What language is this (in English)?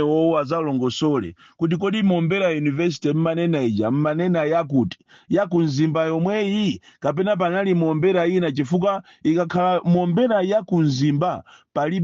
Nyanja